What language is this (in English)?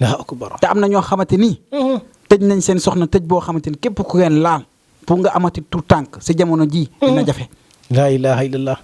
Wolof